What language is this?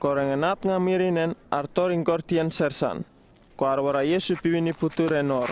Uripiv-Wala-Rano-Atchin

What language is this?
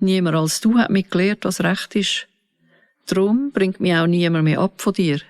Swiss German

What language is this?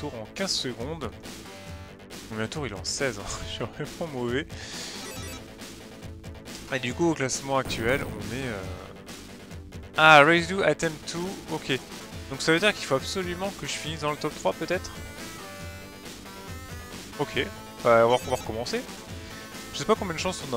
French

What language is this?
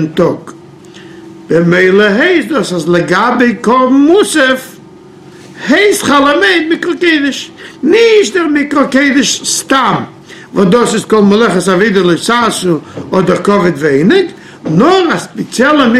Yiddish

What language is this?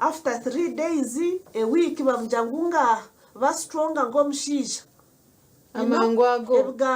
Nyankole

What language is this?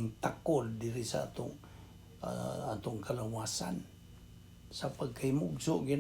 Cebuano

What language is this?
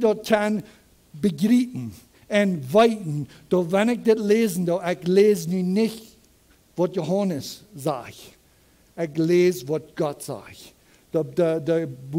Plautdietsch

